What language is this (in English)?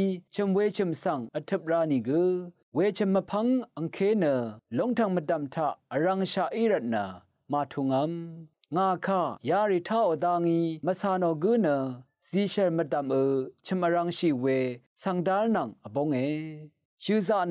Rawang